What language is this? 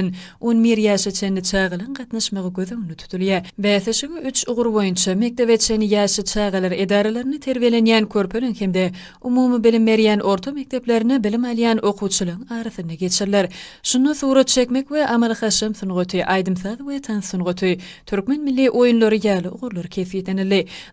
Turkmen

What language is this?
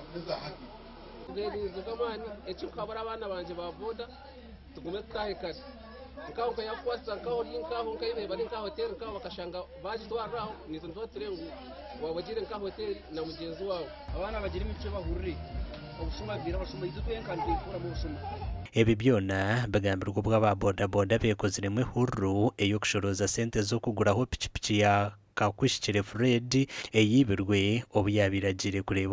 Nyankole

